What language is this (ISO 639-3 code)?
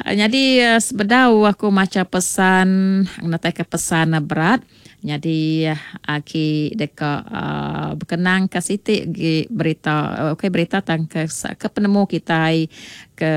iba